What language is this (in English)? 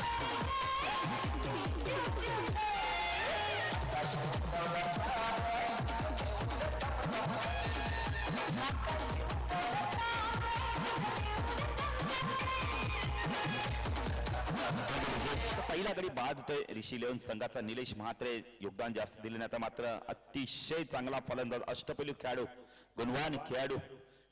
Marathi